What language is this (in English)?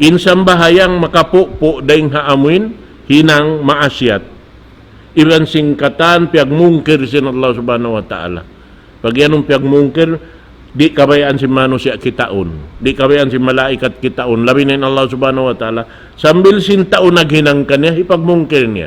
Tausug